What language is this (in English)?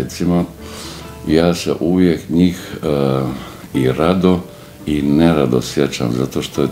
Bosnian